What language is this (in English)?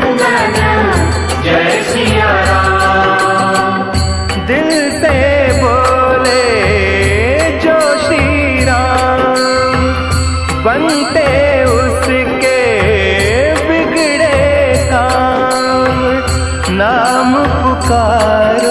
Hindi